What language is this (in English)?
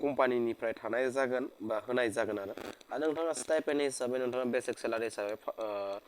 Bodo